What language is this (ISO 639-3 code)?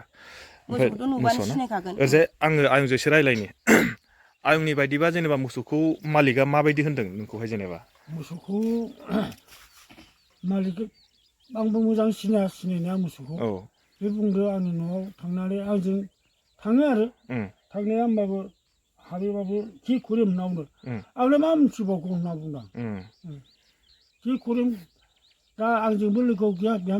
brx